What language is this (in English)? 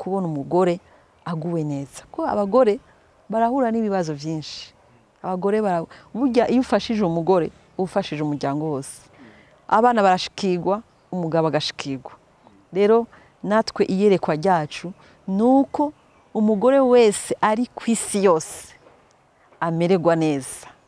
Rundi